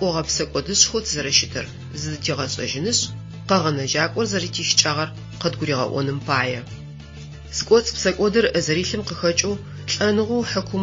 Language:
Adyghe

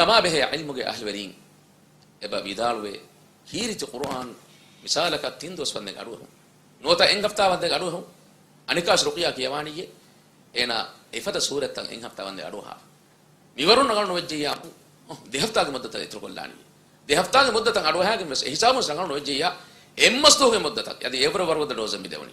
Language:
Divehi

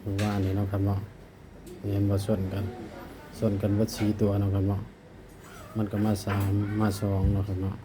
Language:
Northeastern Thai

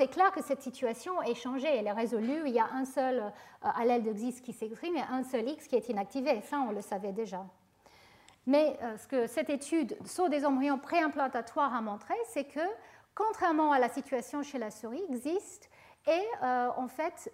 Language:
French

